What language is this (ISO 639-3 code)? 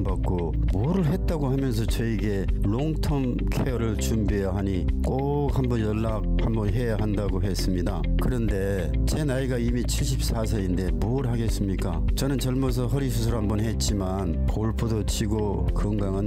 kor